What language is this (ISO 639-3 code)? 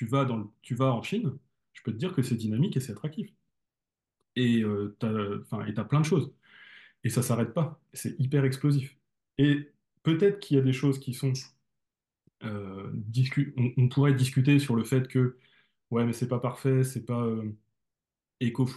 fra